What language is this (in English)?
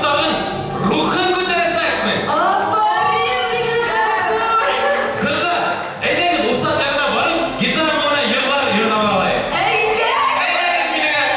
Bashkir